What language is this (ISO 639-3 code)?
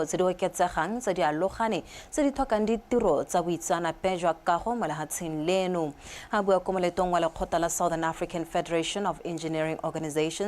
tsn